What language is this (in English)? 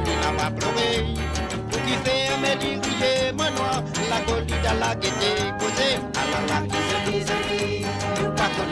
Morisyen